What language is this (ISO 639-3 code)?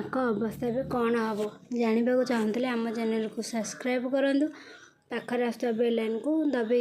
ori